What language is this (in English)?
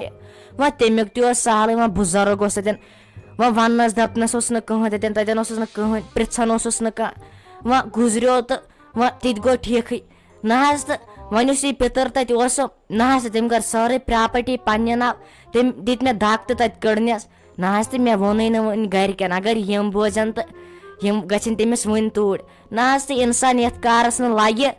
Kashmiri